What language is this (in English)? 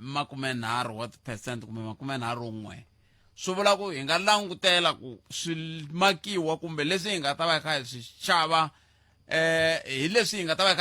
Tsonga